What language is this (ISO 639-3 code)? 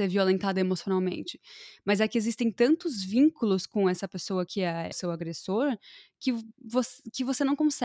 por